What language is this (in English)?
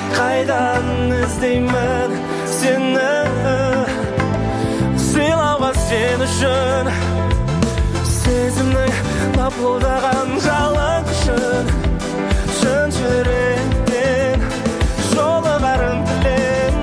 Kazakh